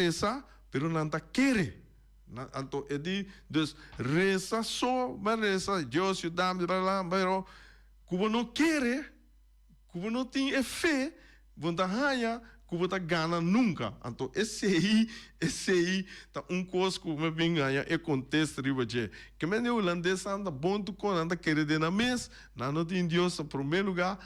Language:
Papiamento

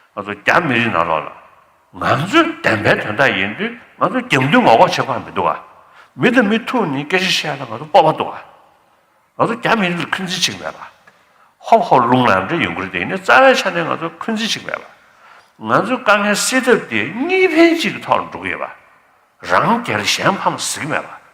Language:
Tibetan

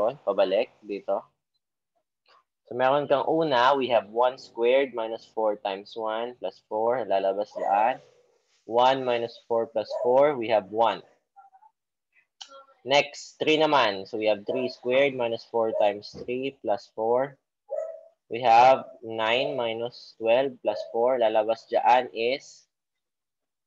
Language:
Filipino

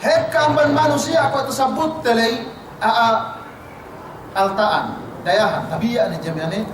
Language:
Yakan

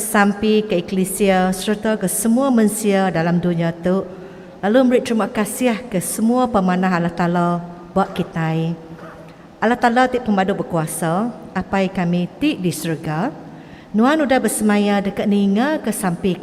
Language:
Iban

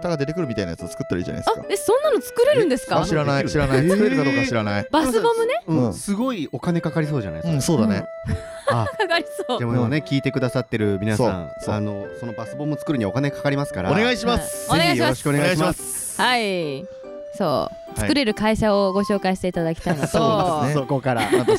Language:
Japanese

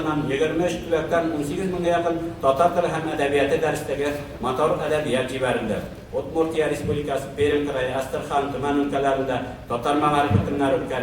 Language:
Tatar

